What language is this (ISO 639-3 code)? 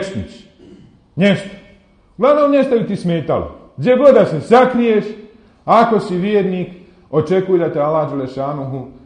bos